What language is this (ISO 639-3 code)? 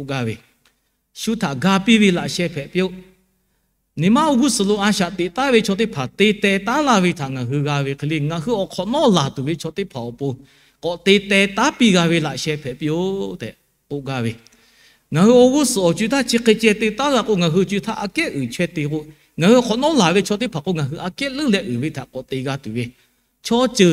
lhu